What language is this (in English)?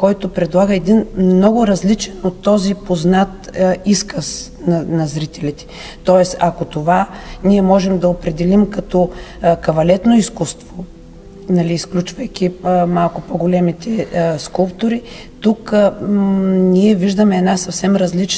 Bulgarian